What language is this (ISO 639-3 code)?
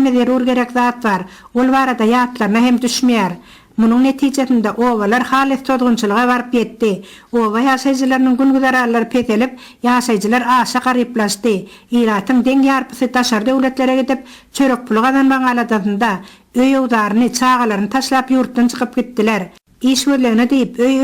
tuk